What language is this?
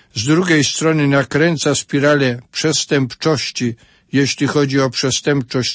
Polish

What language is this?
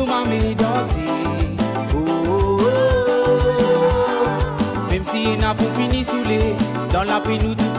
Morisyen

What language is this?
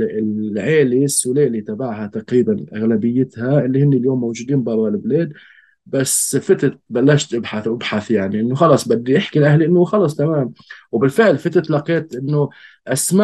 North Levantine Arabic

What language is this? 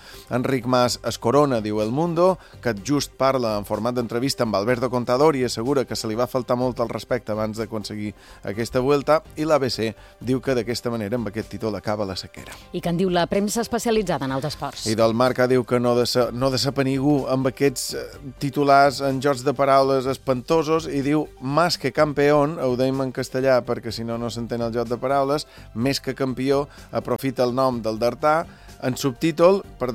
Catalan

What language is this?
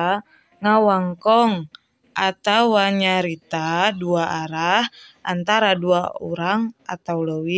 Sundanese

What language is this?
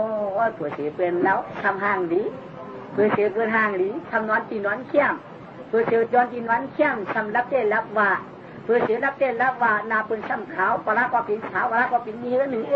Shan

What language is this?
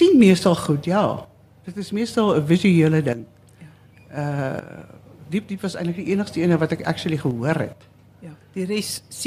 Afrikaans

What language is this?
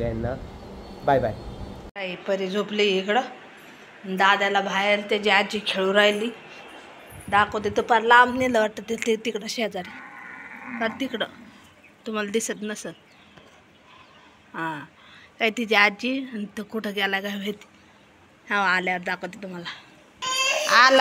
Marathi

